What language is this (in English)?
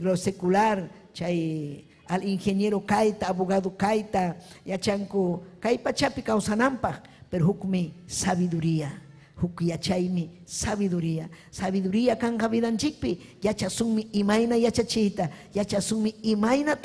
Ayacucho Quechua